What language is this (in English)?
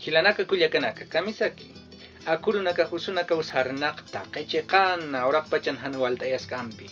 Aymara